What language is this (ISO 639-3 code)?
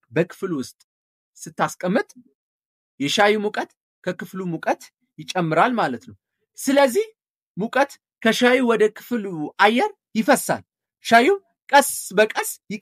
amh